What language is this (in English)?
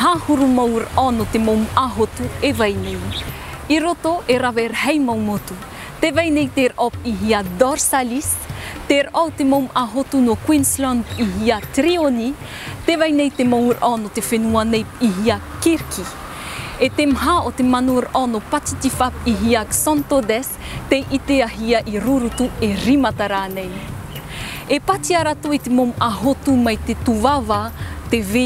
Tahitian